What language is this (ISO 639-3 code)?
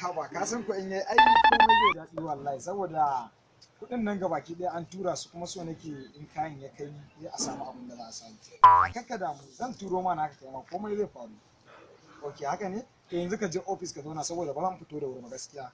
hau